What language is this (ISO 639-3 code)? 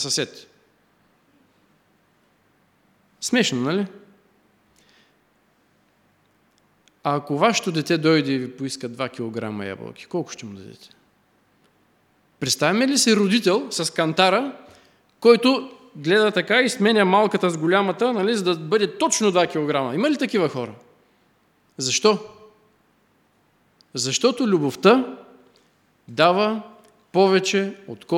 bul